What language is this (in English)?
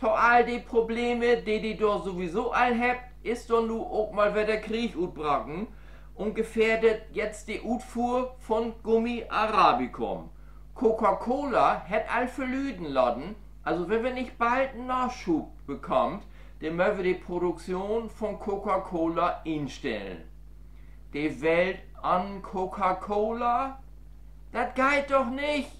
Low German